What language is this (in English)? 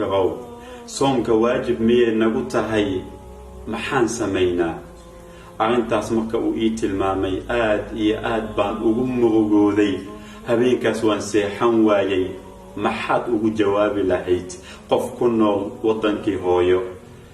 Somali